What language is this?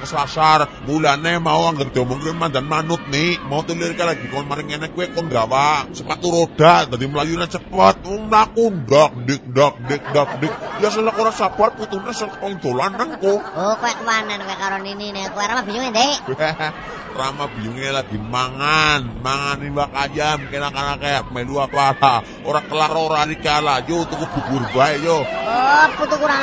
Javanese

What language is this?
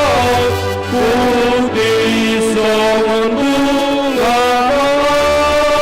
Batak Simalungun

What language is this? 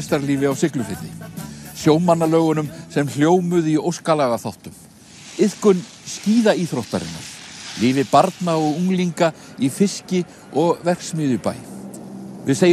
Icelandic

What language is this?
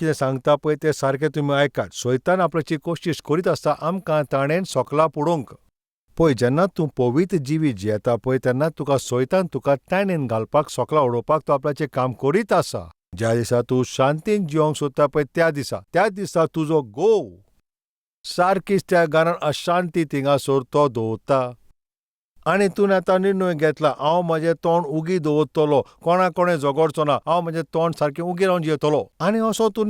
Konkani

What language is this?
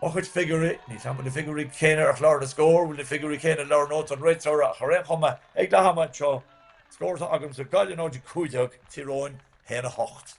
Irish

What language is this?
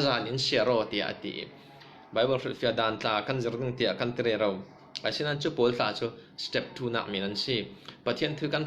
Falam Chin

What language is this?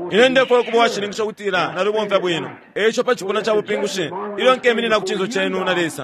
Bemba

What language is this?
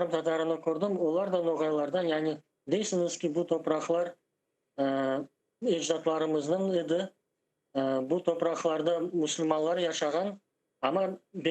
Crimean Tatar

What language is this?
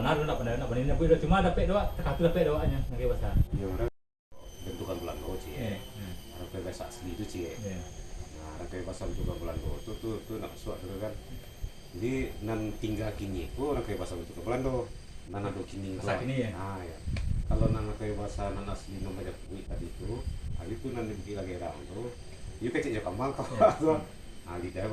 Minangkabau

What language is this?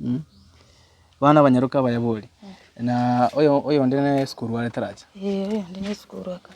Gusii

